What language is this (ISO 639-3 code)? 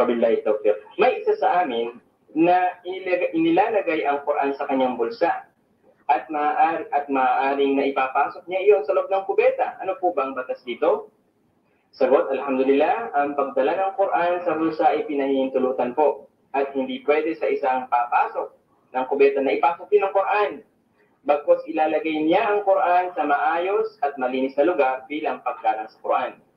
fil